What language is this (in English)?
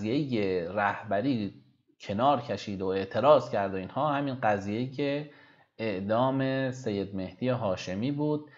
Persian